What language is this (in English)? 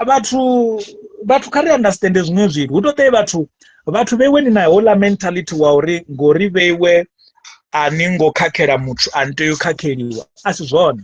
Venda